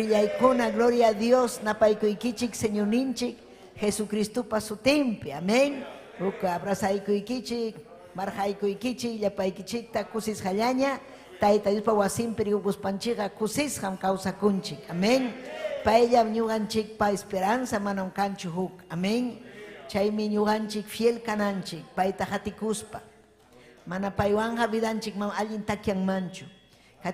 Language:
Ayacucho Quechua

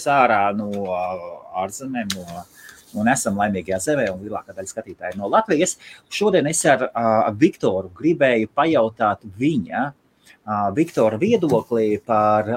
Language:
Latvian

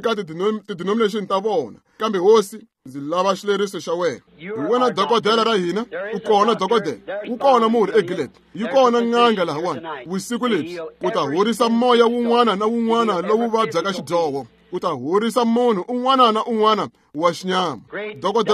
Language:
Tsonga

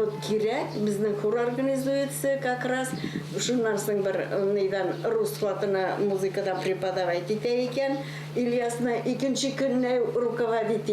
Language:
Bashkir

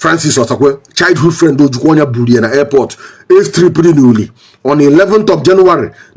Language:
Igbo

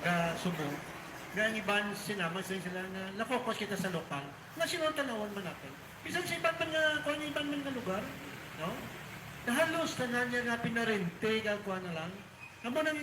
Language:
Hiligaynon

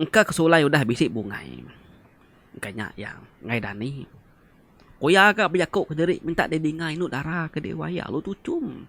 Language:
Iban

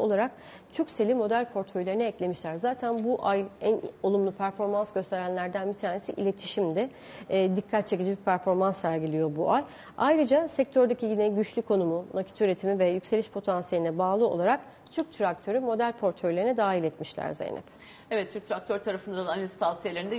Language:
Turkish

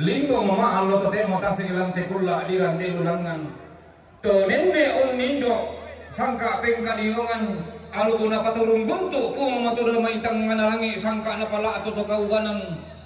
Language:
Toraja-Sa'dan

